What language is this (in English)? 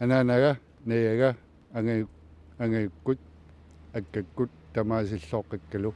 Kalaallisut